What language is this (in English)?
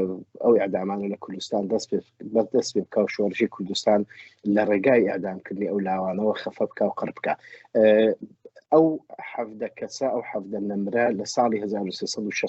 Central Kurdish